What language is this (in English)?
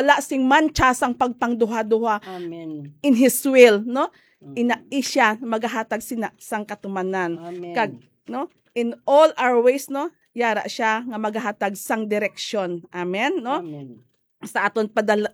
Hiligaynon